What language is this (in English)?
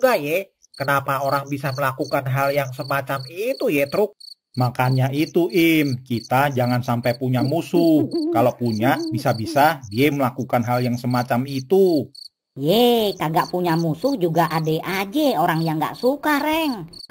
Betawi